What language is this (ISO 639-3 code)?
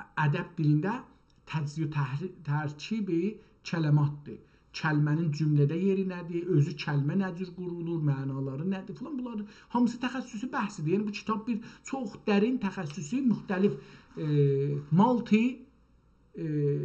azb